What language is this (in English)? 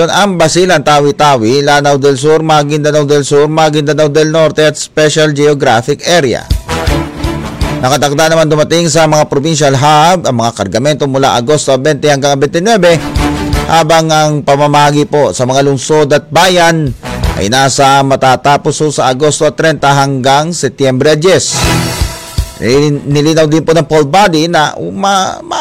Filipino